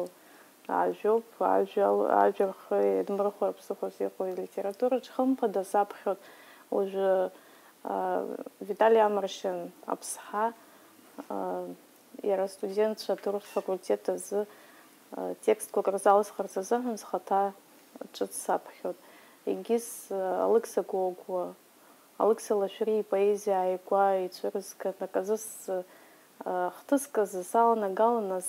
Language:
Abkhazian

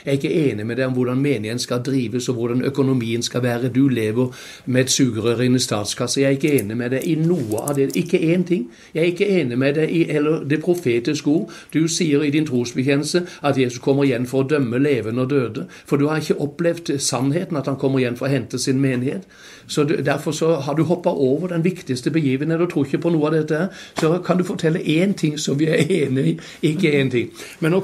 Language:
Norwegian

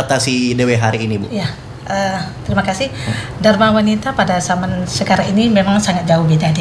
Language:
Indonesian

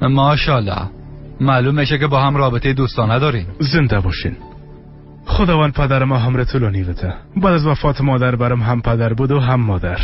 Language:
Persian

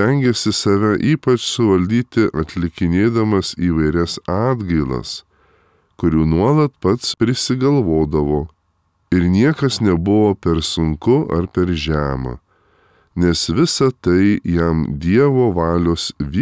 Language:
Lithuanian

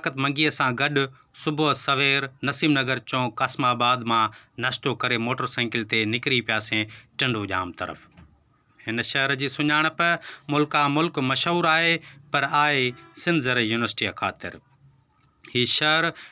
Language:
Sindhi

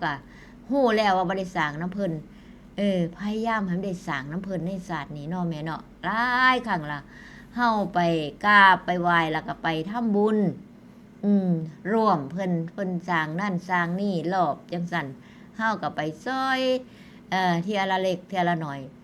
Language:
Northeastern Thai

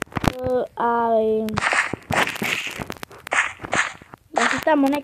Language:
Croatian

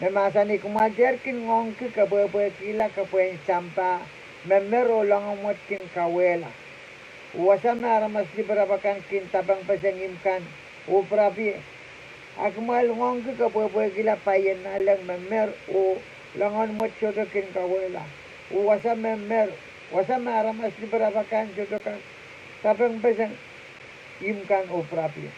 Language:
Pohnpeian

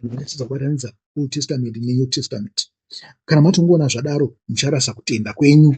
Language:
Shona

